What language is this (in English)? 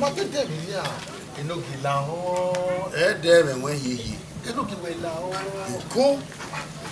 Bini